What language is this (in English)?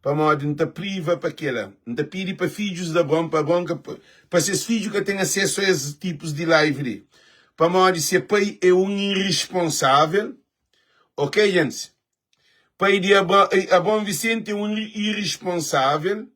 Kabuverdianu